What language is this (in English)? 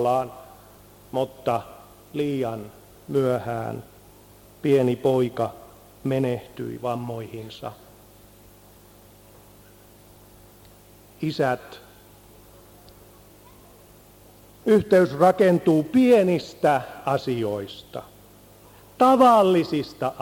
Finnish